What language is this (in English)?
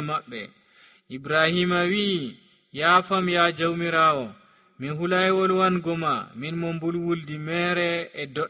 Nigerian Fulfulde